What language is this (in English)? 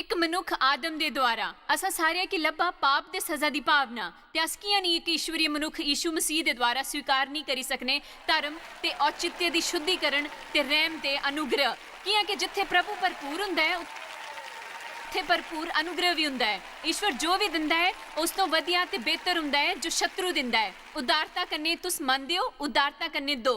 Dogri